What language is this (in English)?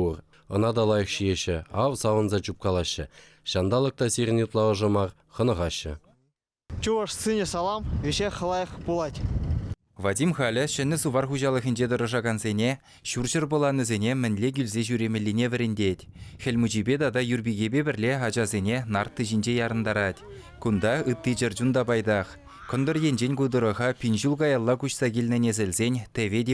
Chuvash